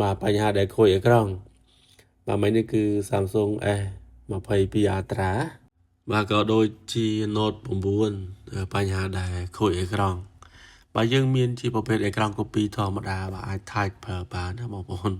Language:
Khmer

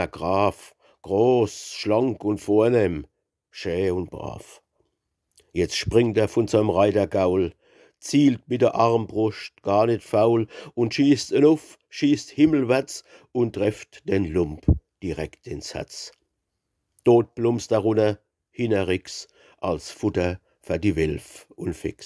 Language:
Palatine German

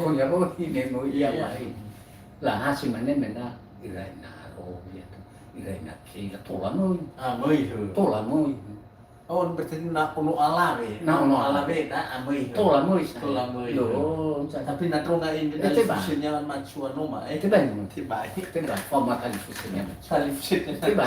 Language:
Nias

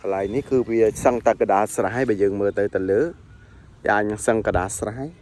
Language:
Khmer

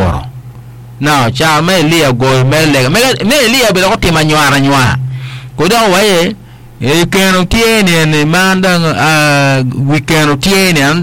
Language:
Acoli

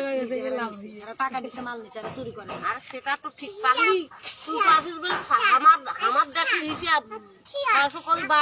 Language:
Sylheti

